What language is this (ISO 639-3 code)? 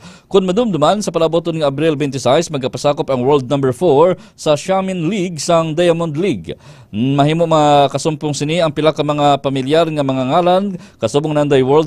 hil